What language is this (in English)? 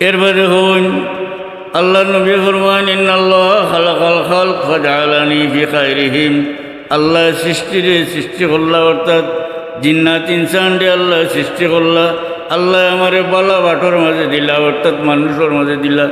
Sylheti